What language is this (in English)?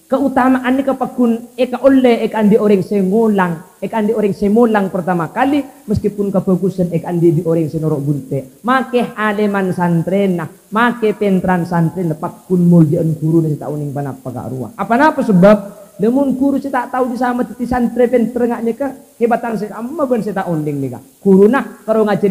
Madurese